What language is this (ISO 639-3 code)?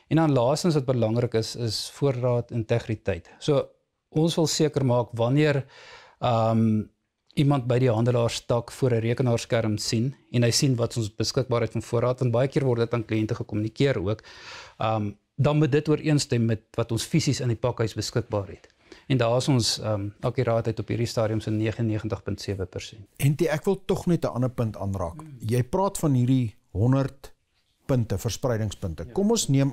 afr